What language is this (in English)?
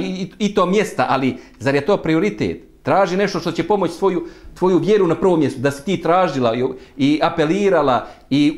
Bosnian